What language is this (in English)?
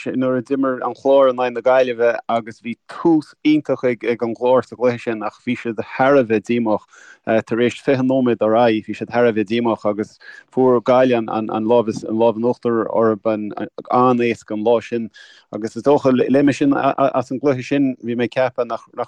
Irish